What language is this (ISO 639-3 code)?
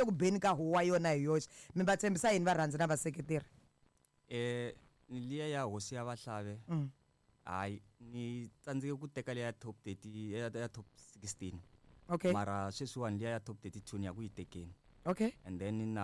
tso